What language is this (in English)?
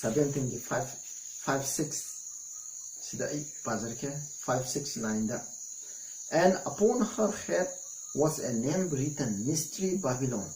Manipuri